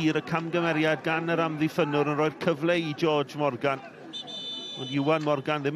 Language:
Welsh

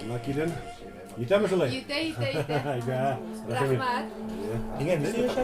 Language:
Bashkir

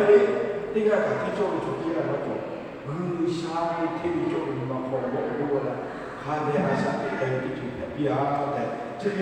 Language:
Lahu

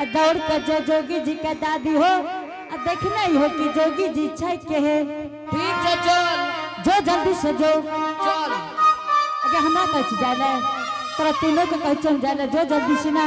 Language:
Angika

